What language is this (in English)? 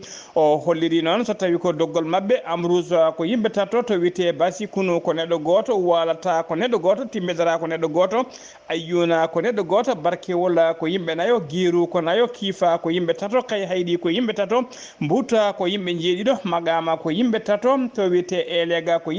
Fula